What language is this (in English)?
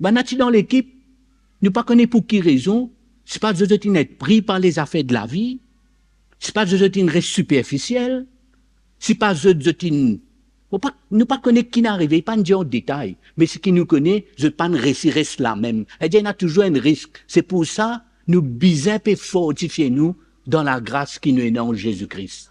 Morisyen